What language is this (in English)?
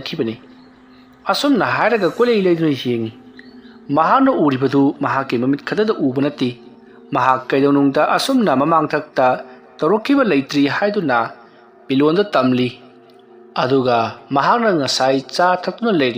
Manipuri